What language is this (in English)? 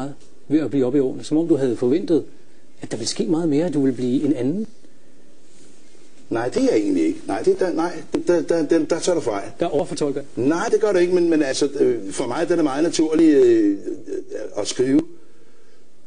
Danish